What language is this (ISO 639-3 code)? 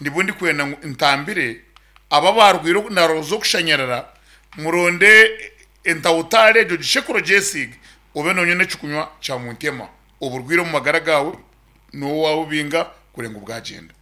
nyn